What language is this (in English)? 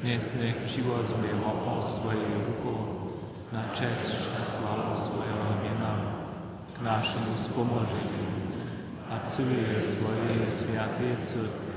Upper Sorbian